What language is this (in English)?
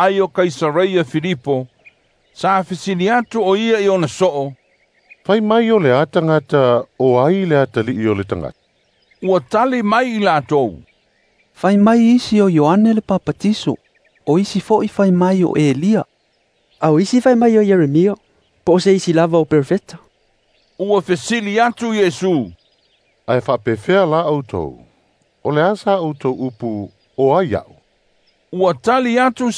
Samoan